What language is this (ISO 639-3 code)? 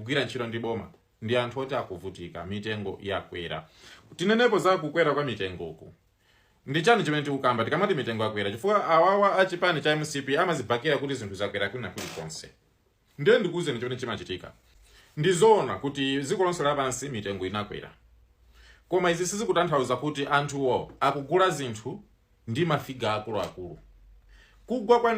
nya